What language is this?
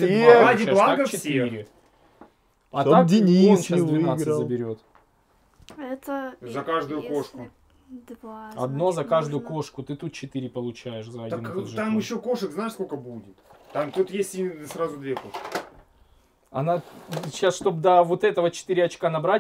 Russian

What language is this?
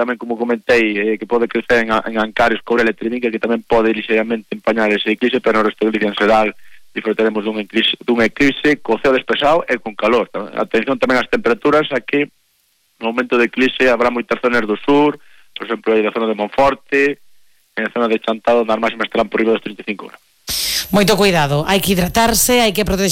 Galician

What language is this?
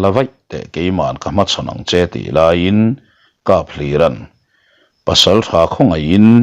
Mizo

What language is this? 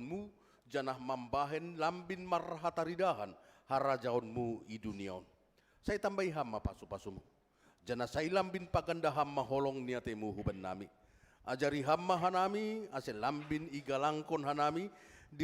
Batak Simalungun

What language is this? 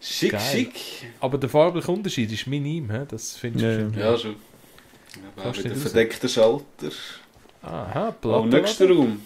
Swiss German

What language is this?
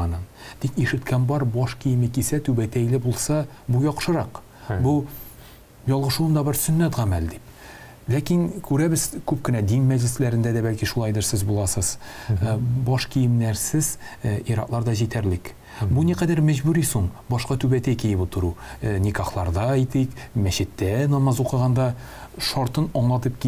Tatar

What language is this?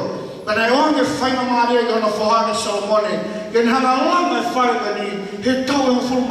Tongan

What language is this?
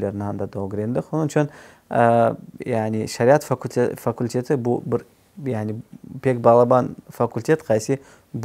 Crimean Tatar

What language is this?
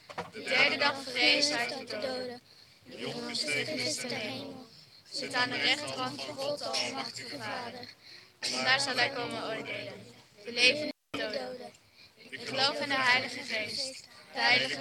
Dutch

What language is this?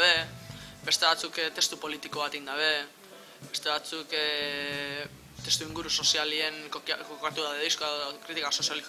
Basque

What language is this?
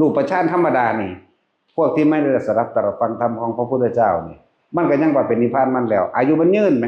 Northeastern Thai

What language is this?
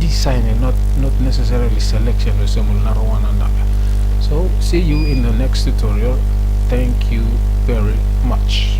Bislama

